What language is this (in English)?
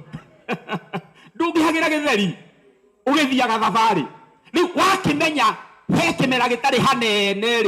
Kikuyu